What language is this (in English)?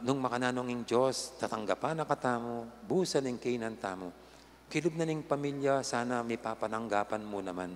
Pampanga